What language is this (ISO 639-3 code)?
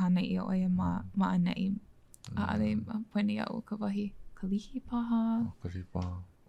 haw